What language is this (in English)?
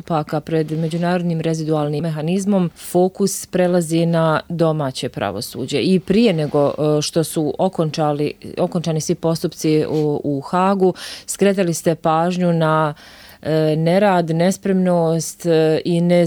Bosnian